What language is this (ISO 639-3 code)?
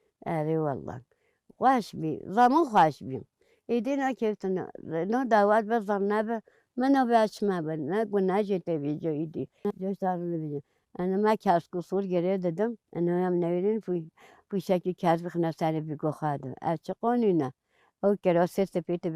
kur